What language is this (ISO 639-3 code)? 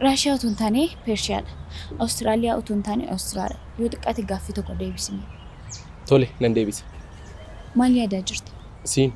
orm